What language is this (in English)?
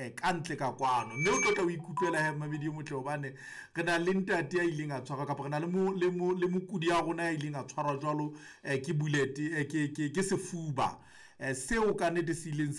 Southern Sotho